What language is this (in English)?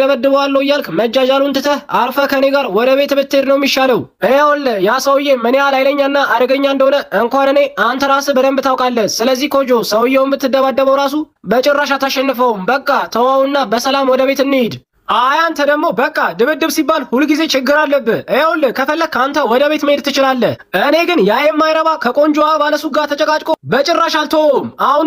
Amharic